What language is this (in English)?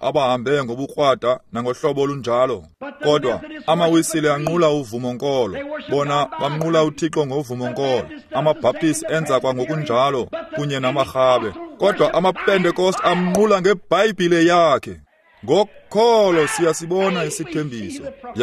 Xhosa